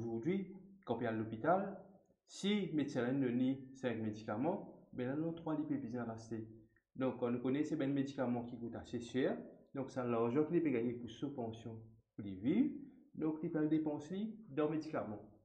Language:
Morisyen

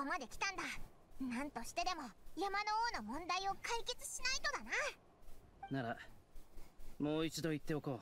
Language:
Japanese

